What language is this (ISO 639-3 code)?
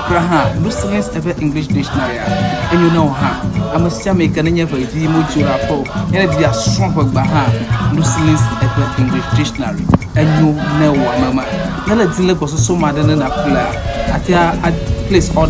ewe